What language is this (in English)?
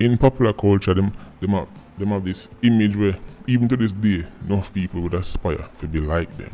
Jamaican Creole English